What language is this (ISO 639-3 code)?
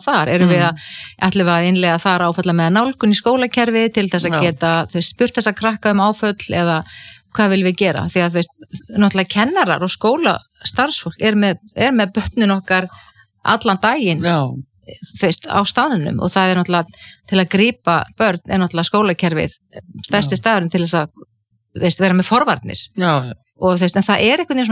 isl